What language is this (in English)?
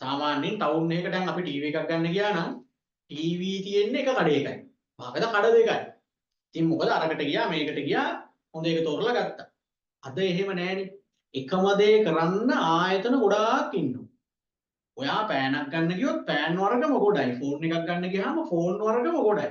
Sinhala